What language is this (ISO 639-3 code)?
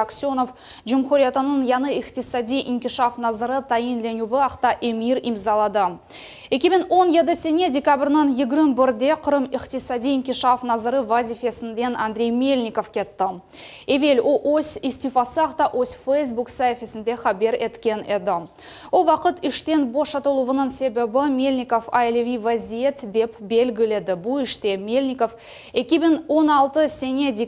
crh